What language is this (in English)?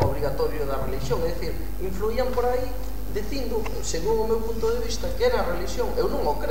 Galician